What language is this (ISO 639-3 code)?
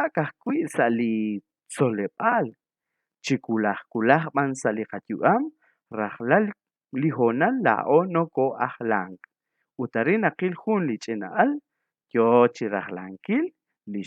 kek